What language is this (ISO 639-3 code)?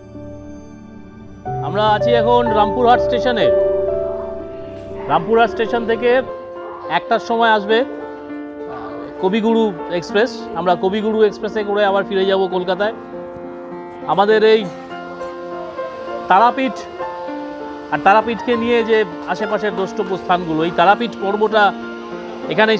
ben